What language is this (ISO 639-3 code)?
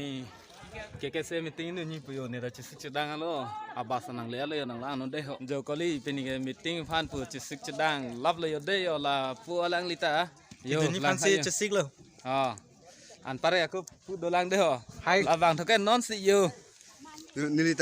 mjw